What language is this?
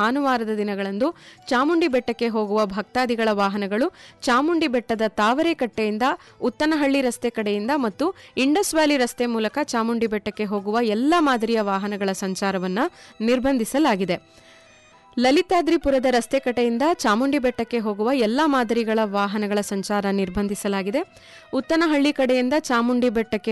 Kannada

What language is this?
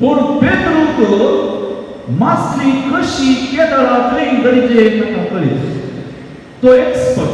Konkani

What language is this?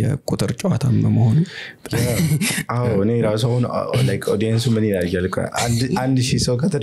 Amharic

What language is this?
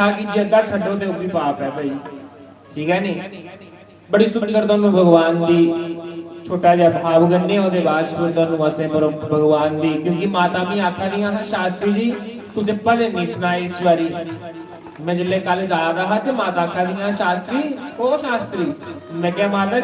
Dogri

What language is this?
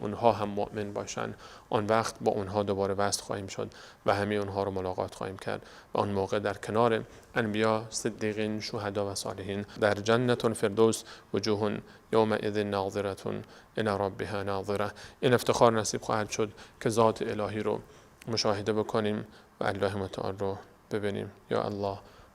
Persian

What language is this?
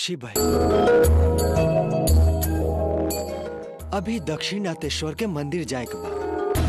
Bhojpuri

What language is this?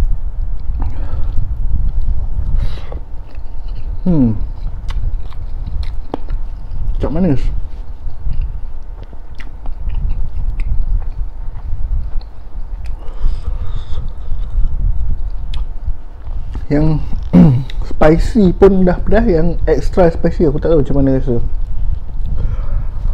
Malay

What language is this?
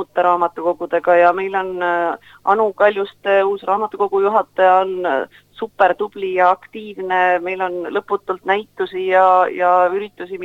Estonian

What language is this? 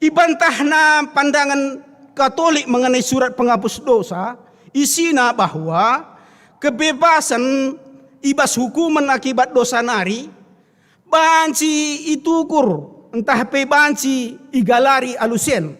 Batak Karo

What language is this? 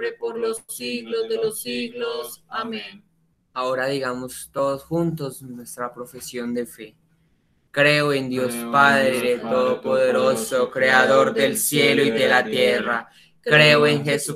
Spanish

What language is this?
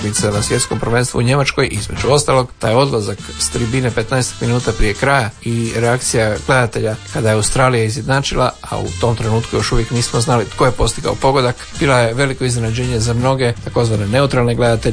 Croatian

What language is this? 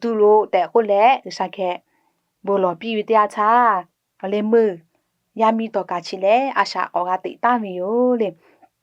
Lahu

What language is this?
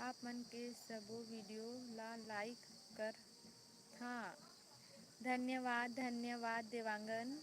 Chhattisgarhi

